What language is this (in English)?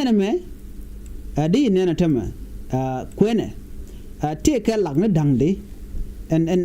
Nuer